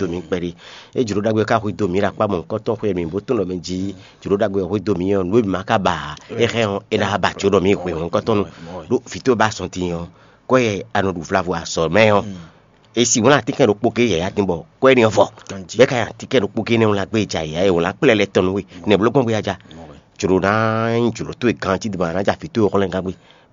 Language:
Fon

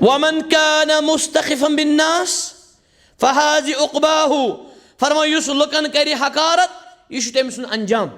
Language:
Kashmiri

